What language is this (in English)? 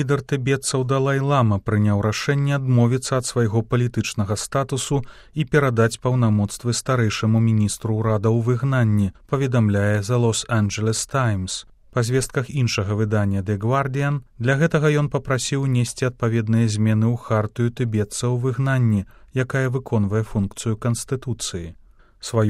Belarusian